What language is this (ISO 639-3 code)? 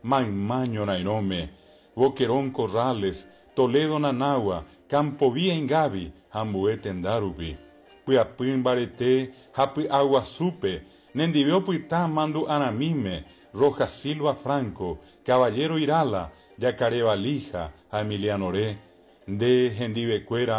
grn